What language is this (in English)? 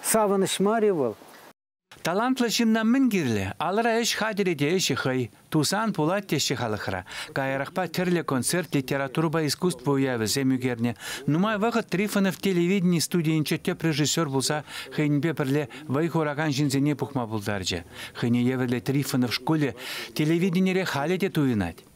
Chuvash